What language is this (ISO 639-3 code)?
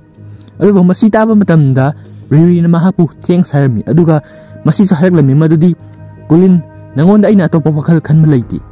mni